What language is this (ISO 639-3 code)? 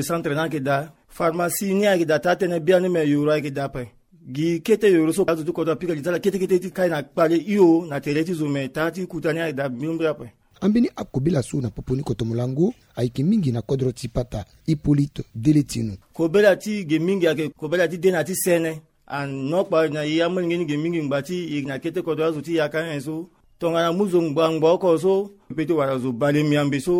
sag